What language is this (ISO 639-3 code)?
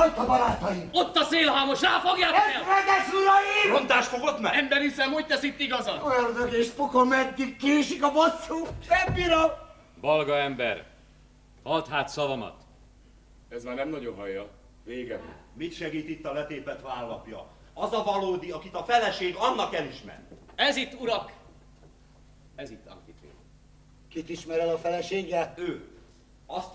hun